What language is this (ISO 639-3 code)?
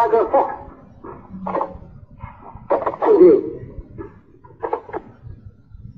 ron